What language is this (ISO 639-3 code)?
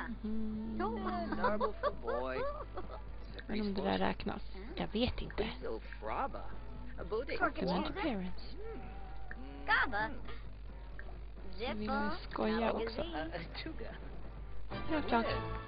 swe